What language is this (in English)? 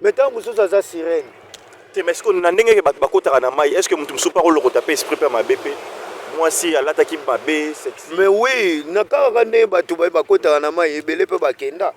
Lingala